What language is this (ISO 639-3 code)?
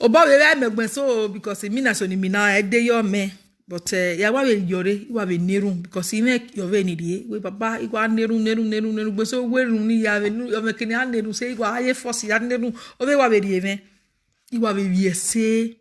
pcm